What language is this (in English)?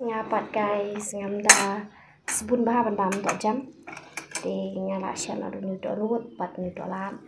Khasi